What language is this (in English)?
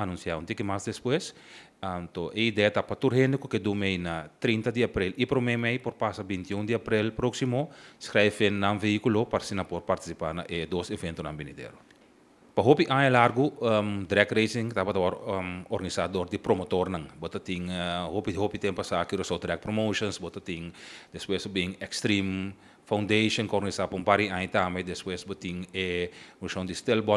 Papiamento